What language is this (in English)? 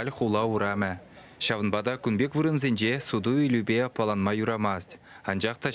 Chuvash